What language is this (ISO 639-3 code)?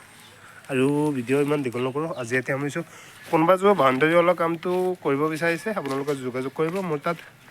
asm